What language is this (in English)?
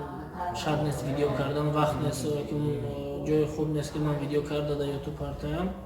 Tajik